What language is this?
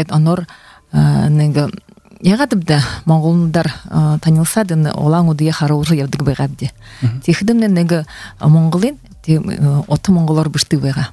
Buriat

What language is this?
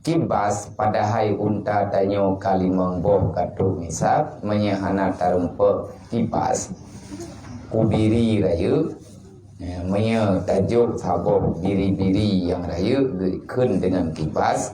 Achinese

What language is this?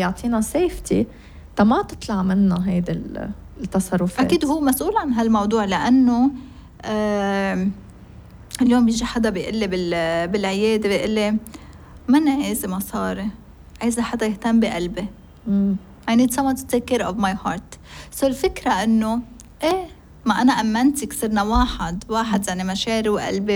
North Levantine Arabic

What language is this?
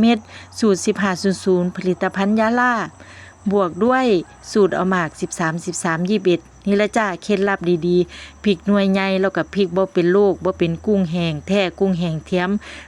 Lao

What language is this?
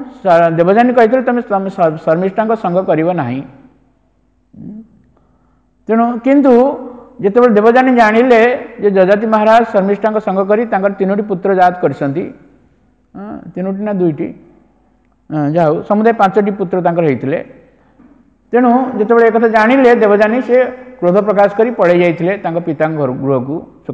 Odia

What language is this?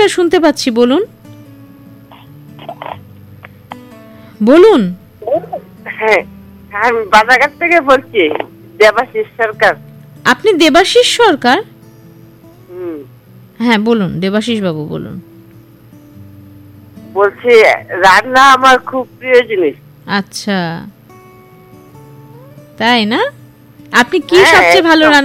Bangla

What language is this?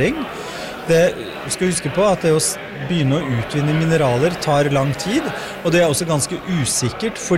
Norwegian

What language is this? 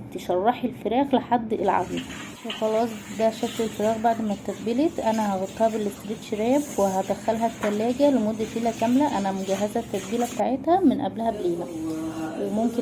Egyptian Arabic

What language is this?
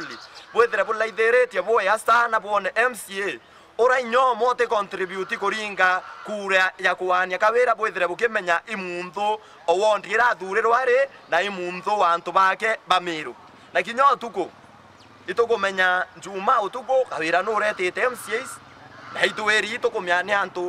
Meru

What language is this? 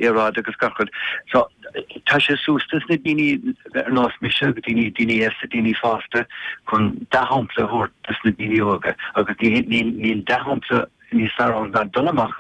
Irish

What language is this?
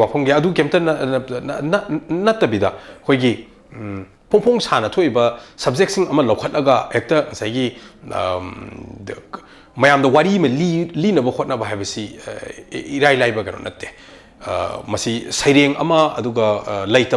Manipuri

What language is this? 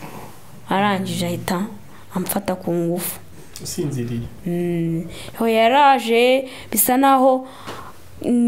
Kinyarwanda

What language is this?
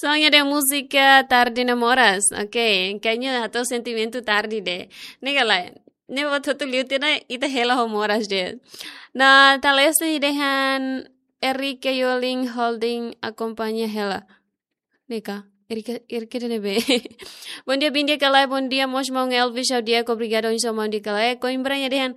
Tetum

